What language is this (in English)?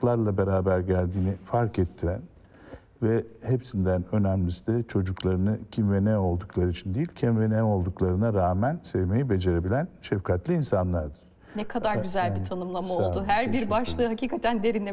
Turkish